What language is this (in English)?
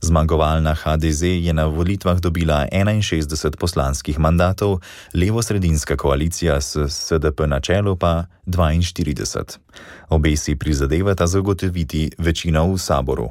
Slovenian